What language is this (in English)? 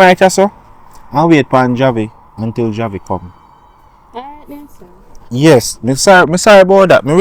Jamaican Creole English